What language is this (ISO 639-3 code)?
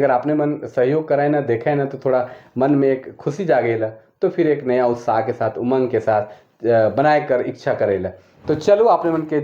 sck